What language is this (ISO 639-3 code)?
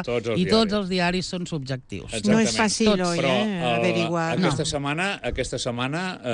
cat